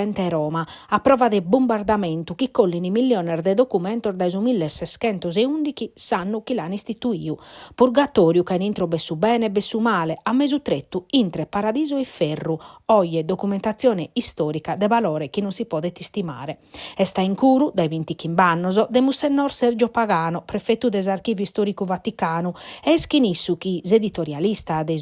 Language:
Sardinian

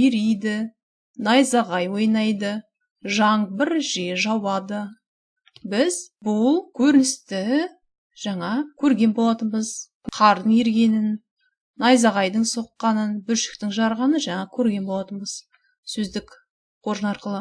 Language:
Kazakh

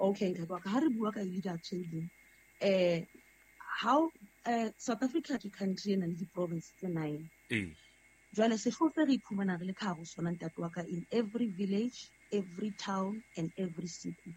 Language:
Southern Sotho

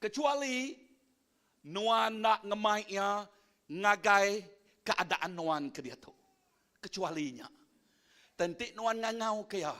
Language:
Iban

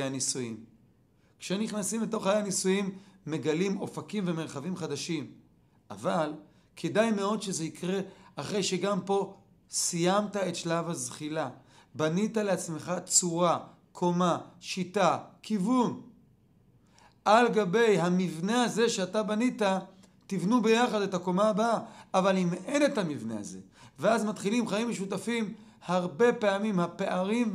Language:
Hebrew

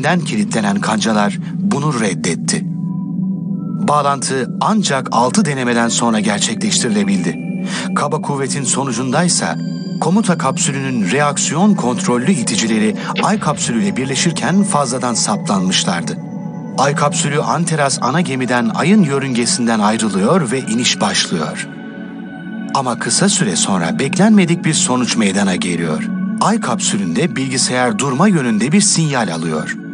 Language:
Turkish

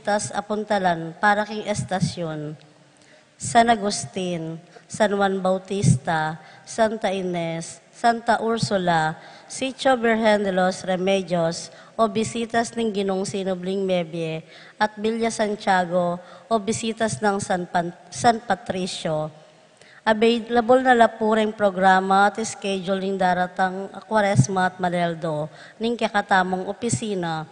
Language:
Pampanga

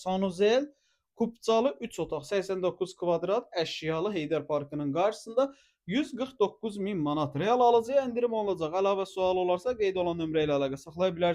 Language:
Azerbaijani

